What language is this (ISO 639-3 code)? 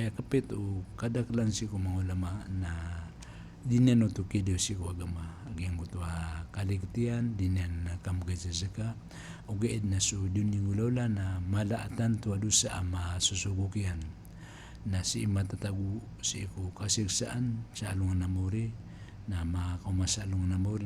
mrw